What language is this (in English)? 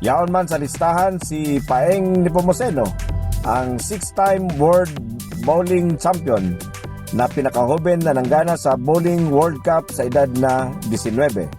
Bikol